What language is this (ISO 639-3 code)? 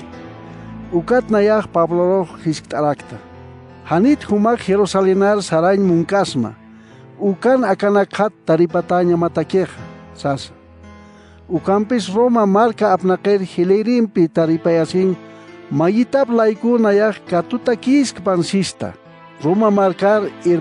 aym